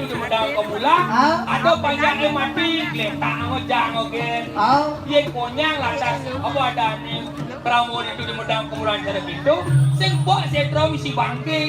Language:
Balinese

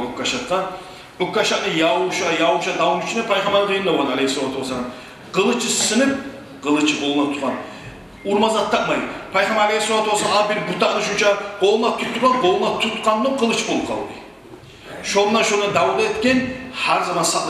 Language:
Kumyk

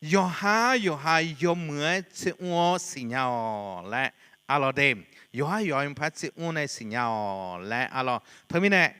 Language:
Akha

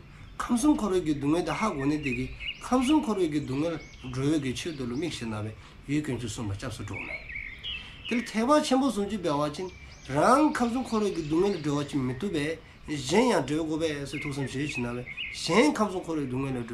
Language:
Dzongkha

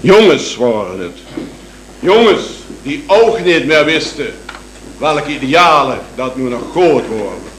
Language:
Limburgish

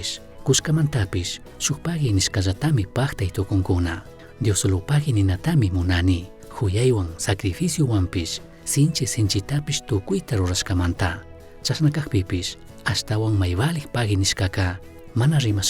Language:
Chimborazo Highland Quichua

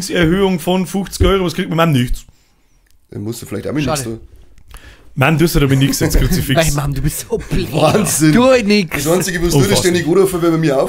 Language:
Bavarian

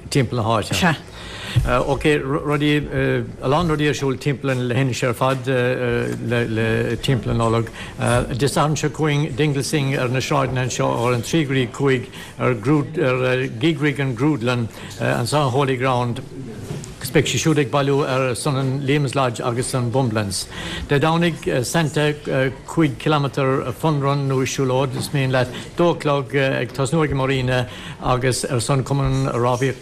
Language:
Irish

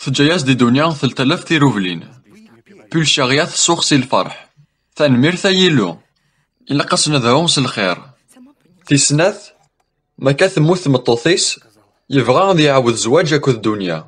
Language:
Kabyle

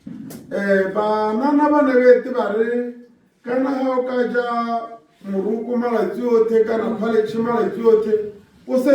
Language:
Tswana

